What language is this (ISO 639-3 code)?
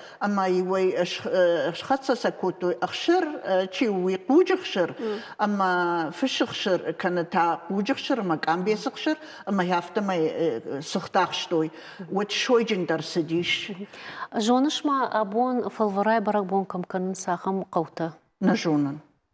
oss